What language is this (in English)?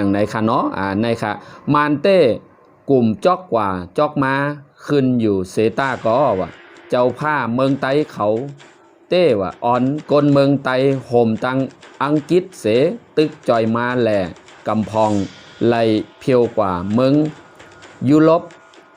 Shan